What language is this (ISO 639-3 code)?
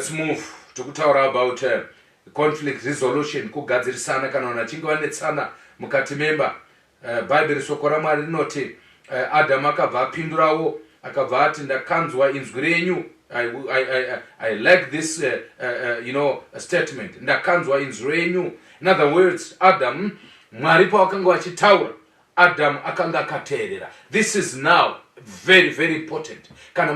sna